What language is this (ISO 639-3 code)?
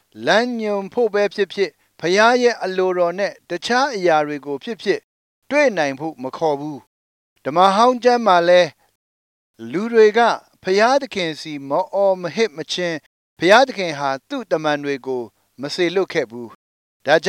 mya